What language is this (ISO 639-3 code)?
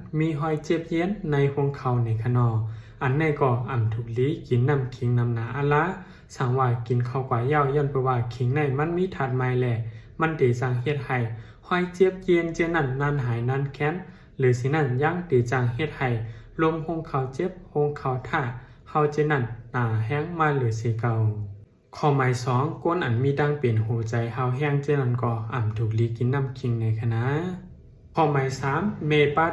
shn